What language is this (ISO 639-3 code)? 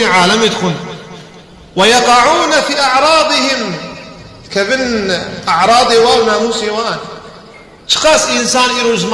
kur